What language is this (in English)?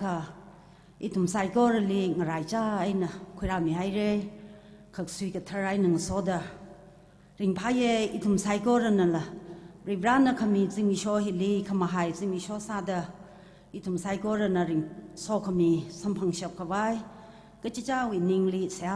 Tangkhul Naga (India)